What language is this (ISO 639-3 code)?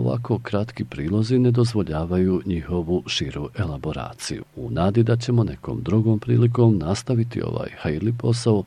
bos